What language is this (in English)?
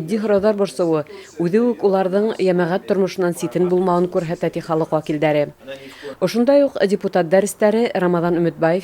Bashkir